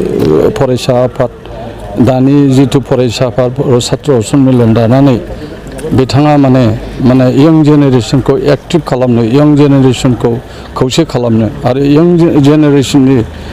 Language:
Bodo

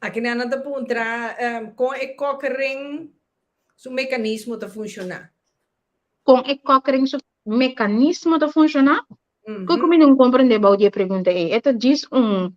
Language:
Papiamento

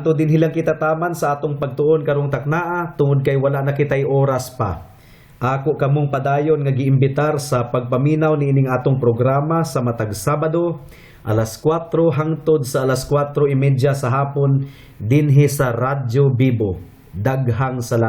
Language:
Cebuano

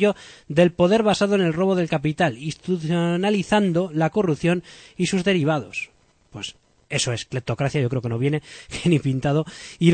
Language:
Spanish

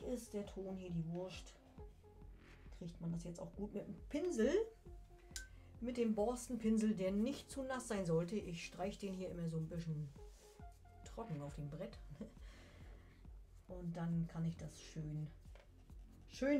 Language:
German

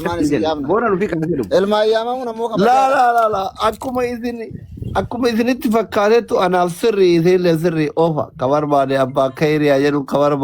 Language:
Oromo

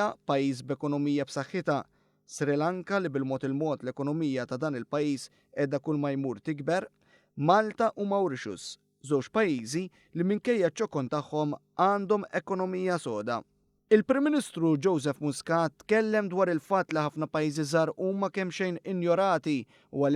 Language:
Maltese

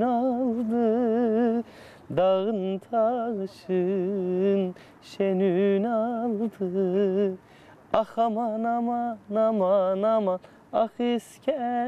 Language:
Zaza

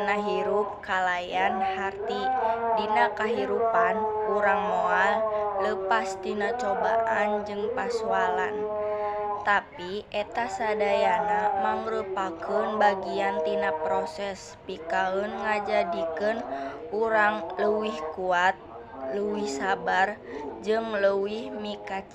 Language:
Sundanese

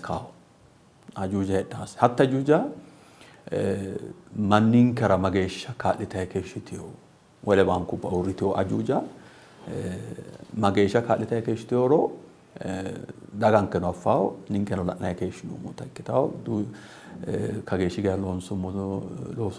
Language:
Sidamo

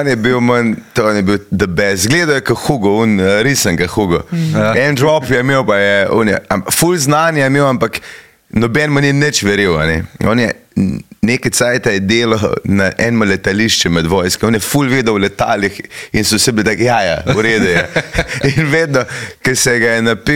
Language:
Slovenian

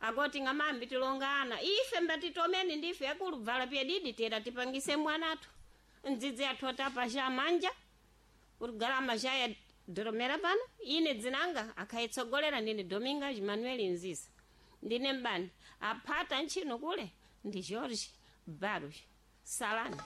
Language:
Sena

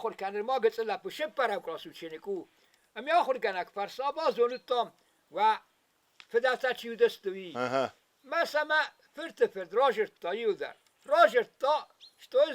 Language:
Ossetic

